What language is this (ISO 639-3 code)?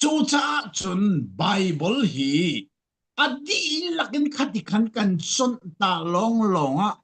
cfm